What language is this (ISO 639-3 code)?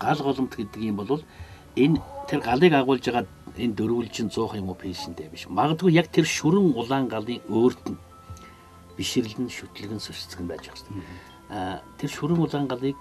mon